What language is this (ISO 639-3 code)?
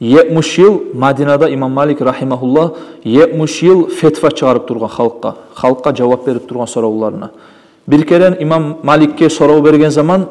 kum